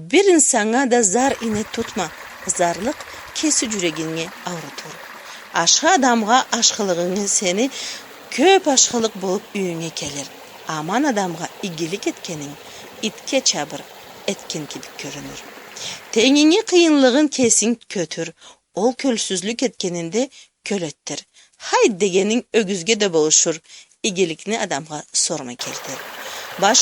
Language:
Karachay-Balkar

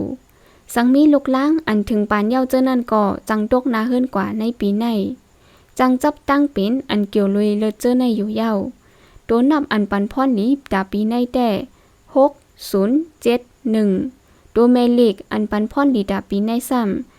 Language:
Shan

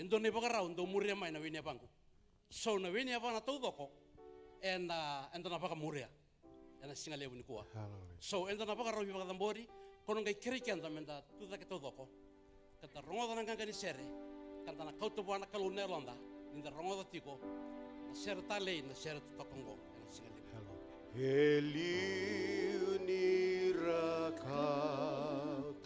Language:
Fijian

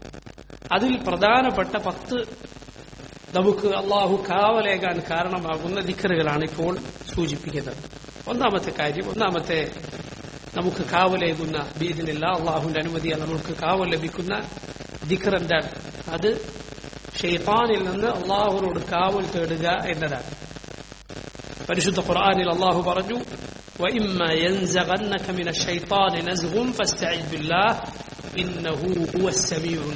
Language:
Malayalam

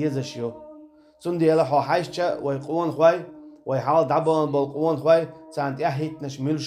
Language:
Chechen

